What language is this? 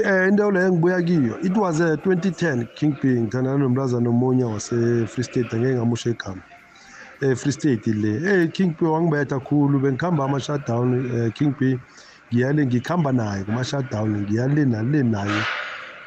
South Ndebele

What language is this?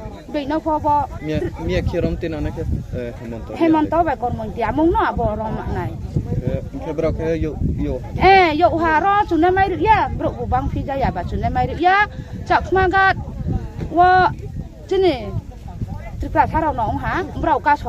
Riang (India)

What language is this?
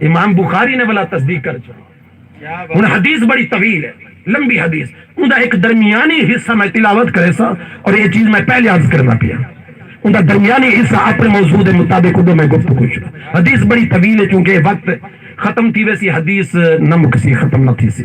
Saraiki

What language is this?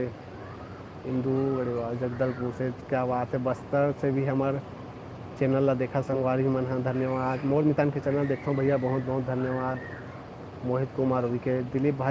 Chhattisgarhi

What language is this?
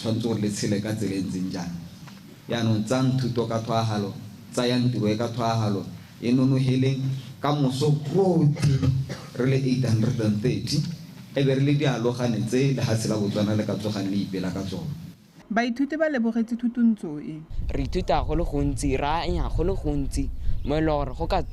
Tswana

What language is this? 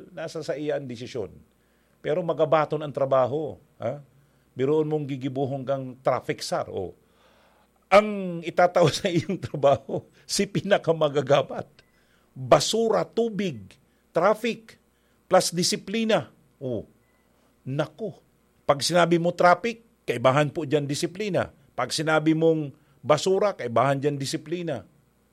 Bikol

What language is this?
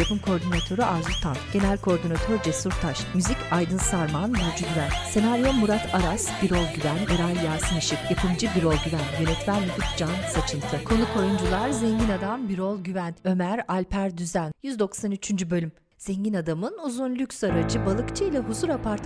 Turkish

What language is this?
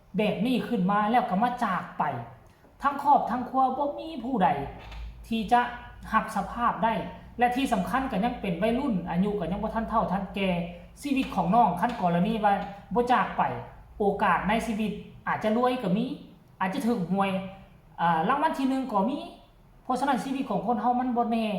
Lao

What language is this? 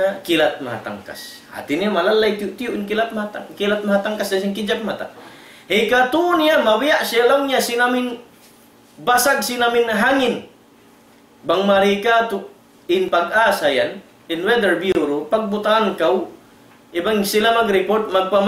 Tausug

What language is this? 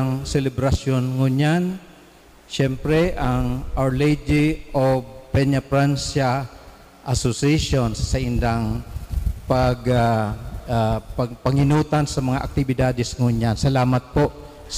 Bikol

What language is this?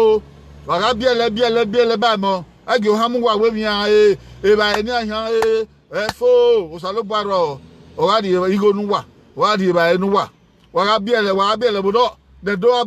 Bini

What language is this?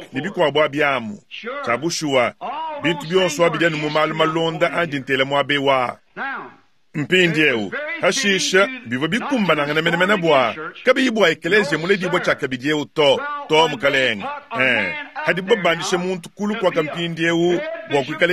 Luba-Lulua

